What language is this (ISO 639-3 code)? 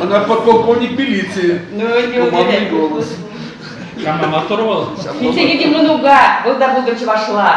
chv